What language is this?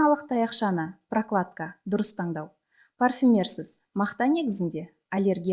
Kazakh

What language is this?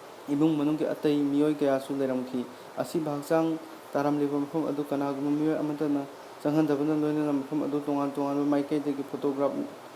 Manipuri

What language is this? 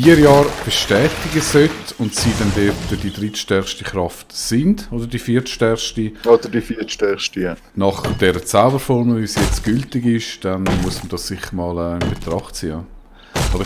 Swiss German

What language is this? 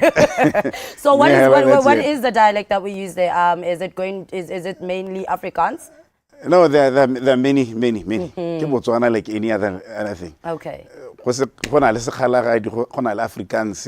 Tswana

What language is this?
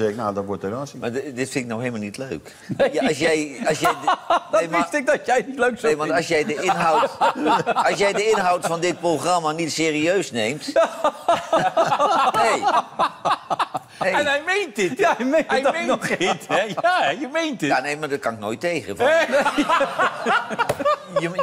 Dutch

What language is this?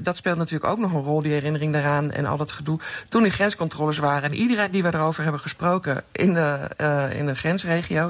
Dutch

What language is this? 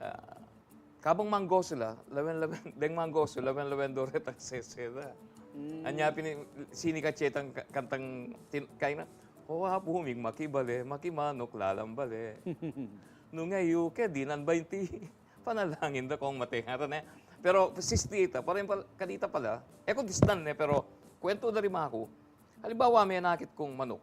Pampanga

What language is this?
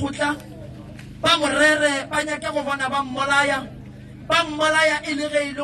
Northern Sotho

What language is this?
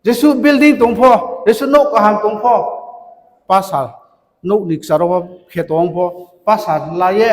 Riang (India)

